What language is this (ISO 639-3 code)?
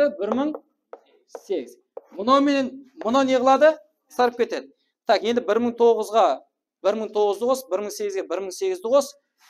kaa